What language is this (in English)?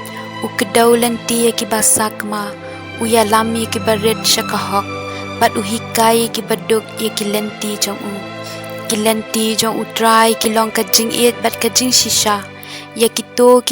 Khasi